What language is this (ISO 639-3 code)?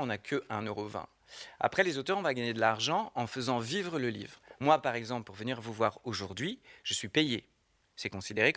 fra